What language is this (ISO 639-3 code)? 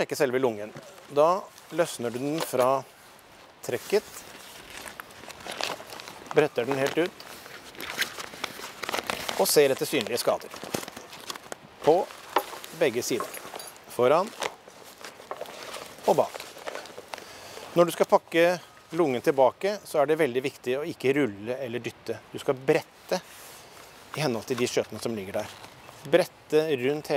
nor